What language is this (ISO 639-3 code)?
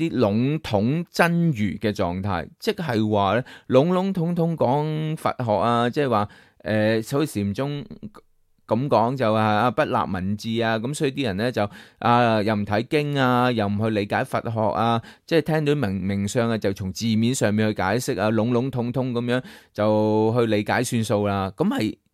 yue